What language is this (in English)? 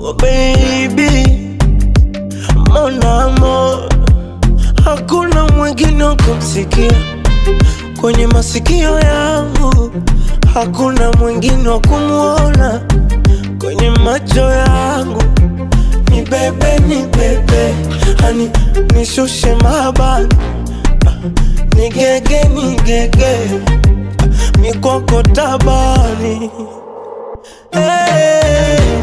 Swahili